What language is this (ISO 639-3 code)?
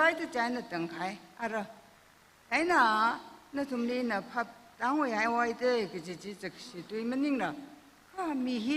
nmf